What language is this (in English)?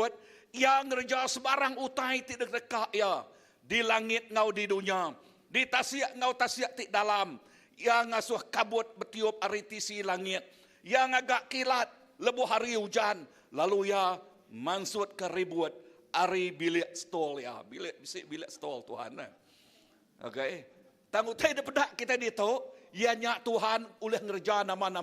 Iban